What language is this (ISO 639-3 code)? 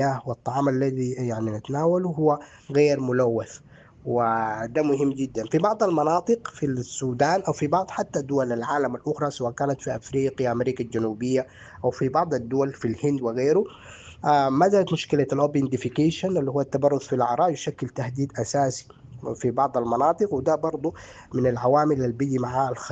apd